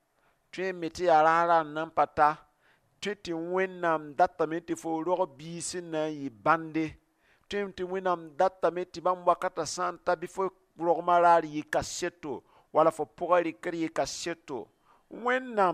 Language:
Mossi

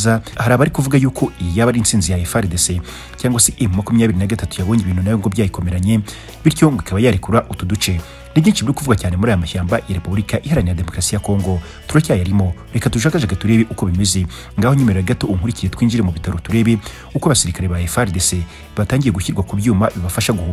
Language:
Kinyarwanda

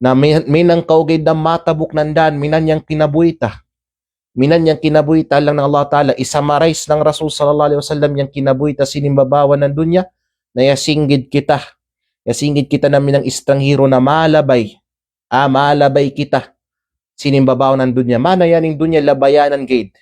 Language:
Kalagan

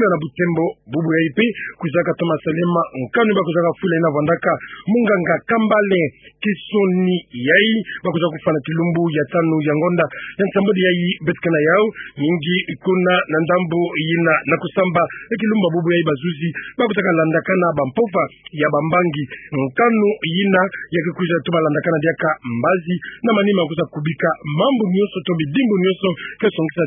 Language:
Kituba (Democratic Republic of Congo)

